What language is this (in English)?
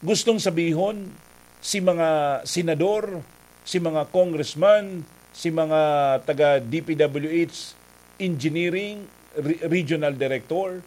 Bikol